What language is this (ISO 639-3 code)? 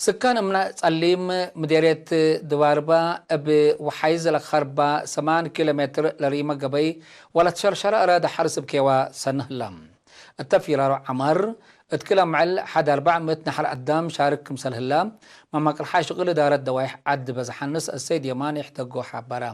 tig